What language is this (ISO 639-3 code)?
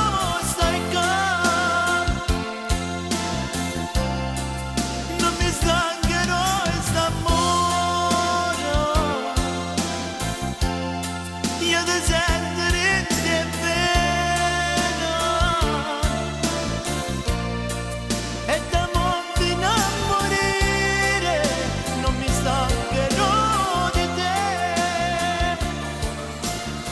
ita